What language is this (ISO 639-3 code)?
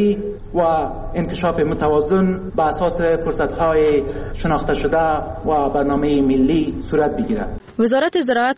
fas